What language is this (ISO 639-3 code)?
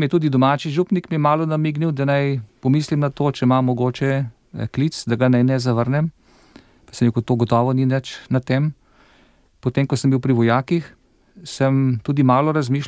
slv